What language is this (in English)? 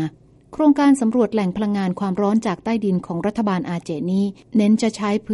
Thai